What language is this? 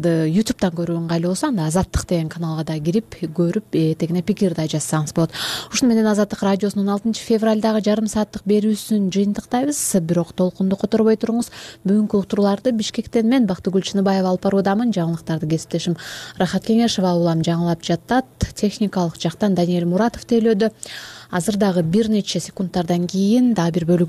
Kyrgyz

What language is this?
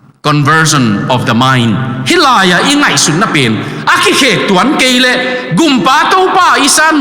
Tedim Chin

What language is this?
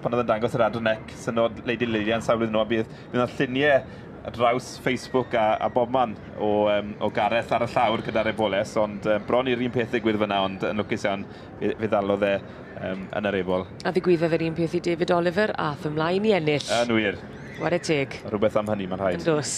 Welsh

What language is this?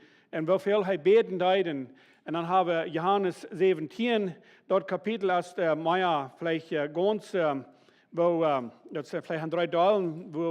Plautdietsch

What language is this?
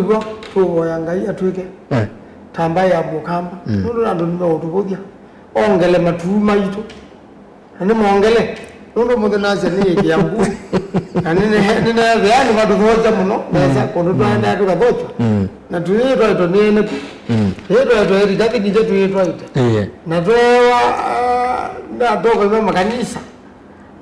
Kamba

